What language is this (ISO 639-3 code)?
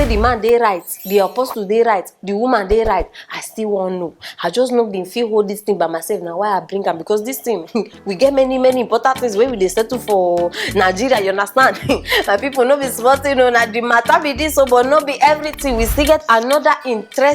pcm